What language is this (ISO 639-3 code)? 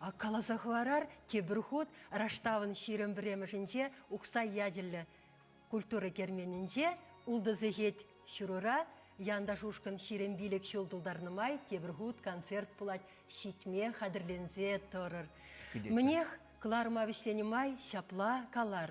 chv